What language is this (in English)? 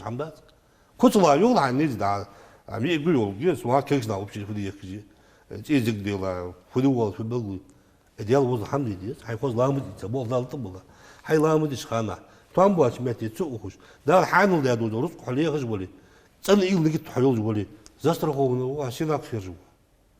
Ingush